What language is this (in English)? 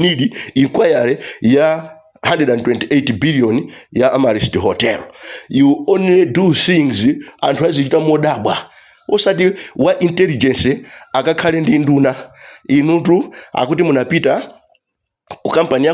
Nyanja